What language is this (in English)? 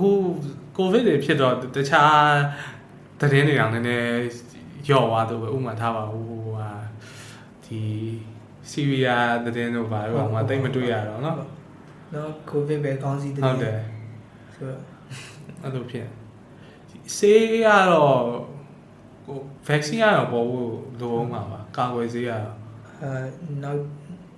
Burmese